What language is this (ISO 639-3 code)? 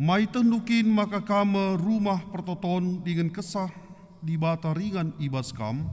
btx